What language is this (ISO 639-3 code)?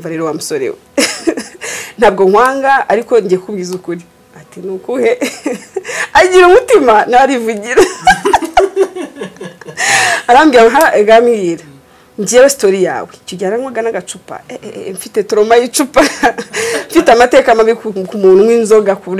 kin